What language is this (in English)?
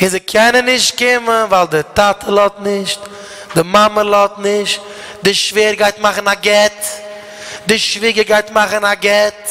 Yiddish